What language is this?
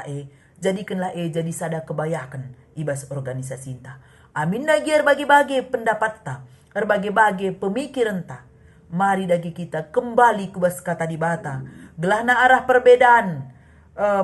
Batak Karo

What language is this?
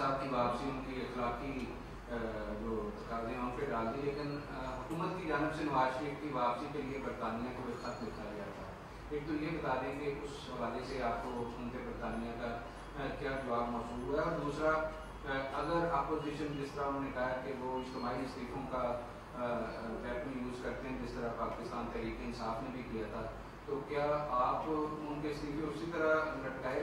Urdu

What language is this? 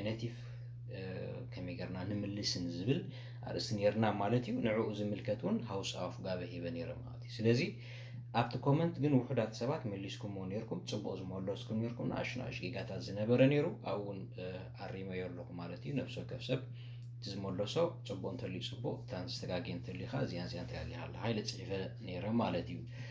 Tigrinya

